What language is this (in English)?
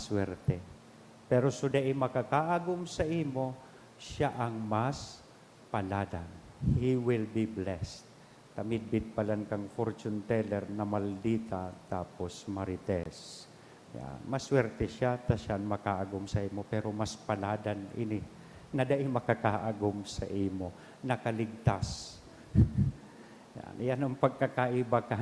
Bikol